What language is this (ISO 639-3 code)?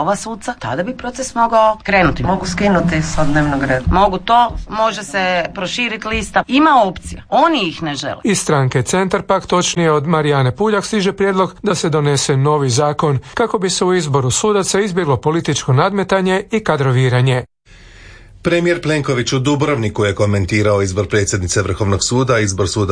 hrv